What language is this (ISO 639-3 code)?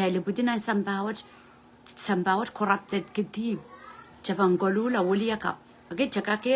pon